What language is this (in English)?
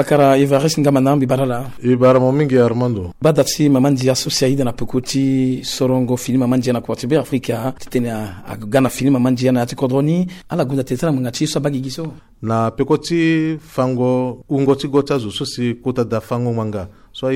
Sango